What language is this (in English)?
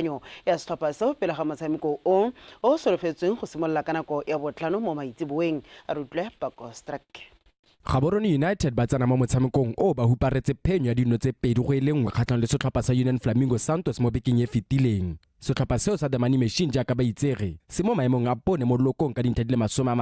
Tswana